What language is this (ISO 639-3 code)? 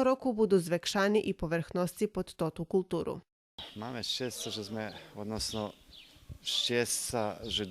rue